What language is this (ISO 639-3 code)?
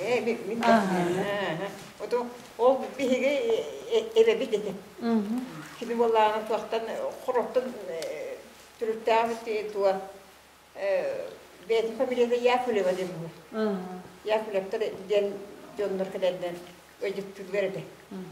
sah